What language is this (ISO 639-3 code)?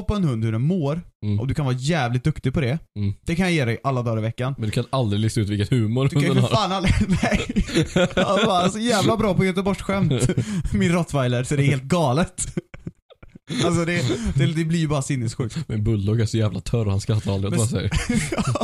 swe